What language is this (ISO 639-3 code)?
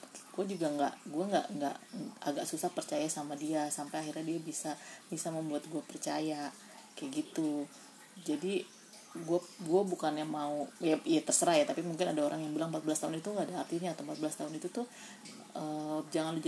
ind